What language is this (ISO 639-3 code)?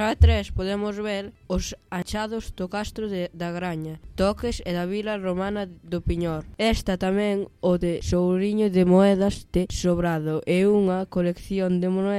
glg